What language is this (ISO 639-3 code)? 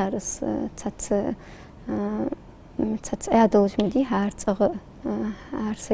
inh